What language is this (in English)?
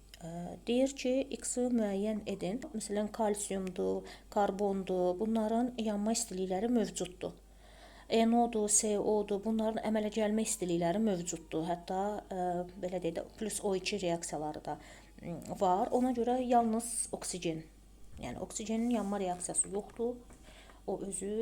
Azerbaijani